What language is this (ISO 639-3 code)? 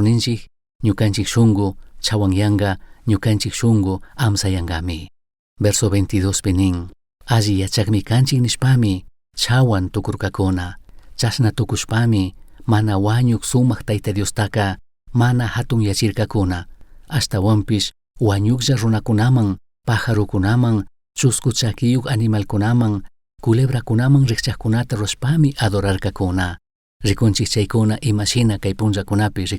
qug